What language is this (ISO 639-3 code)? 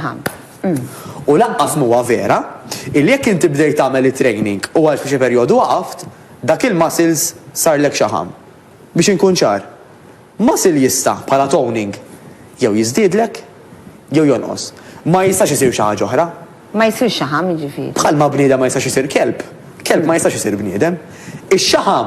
mlt